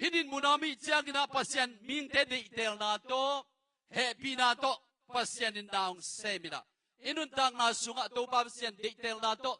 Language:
Tedim Chin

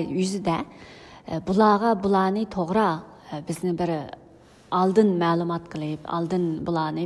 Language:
Uyghur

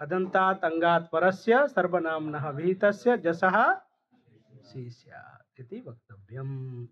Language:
Sanskrit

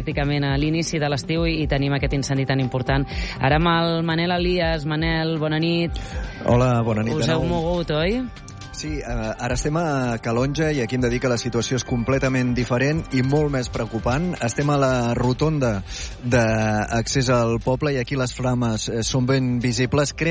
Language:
Catalan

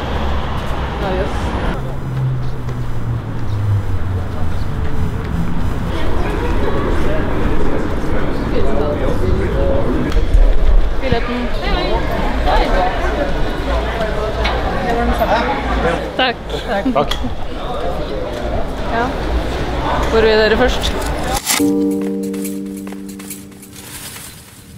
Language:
Norwegian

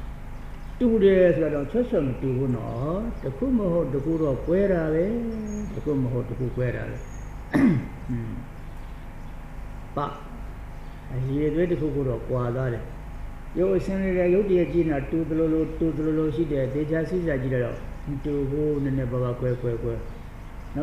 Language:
Burmese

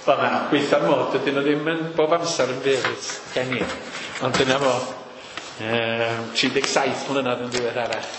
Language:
Welsh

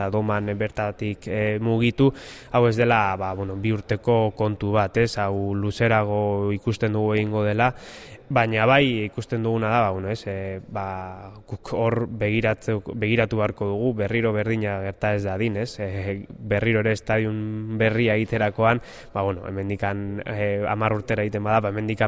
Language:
Basque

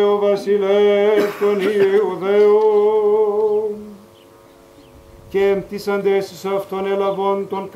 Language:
Greek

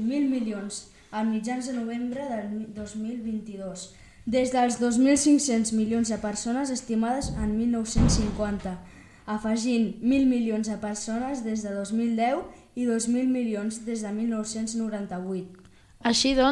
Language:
Catalan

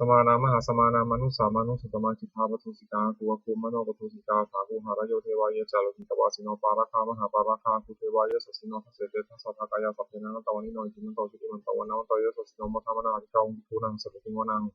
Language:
Pali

